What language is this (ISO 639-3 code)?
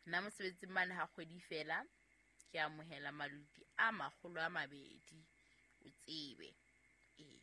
sot